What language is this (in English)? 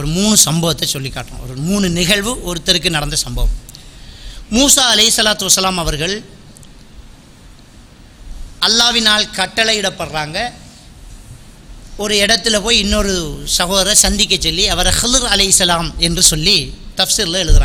Tamil